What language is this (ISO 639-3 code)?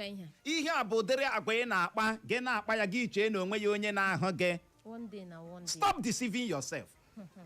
ibo